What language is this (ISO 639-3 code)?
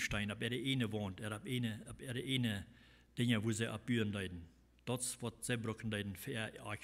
pdt